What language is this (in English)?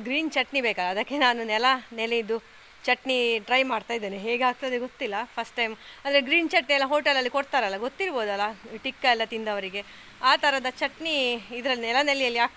Kannada